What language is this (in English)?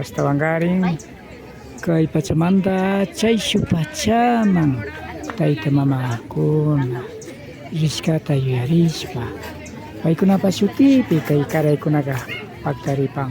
Imbabura Highland Quichua